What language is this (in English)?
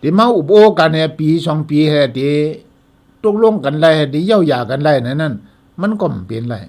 Shan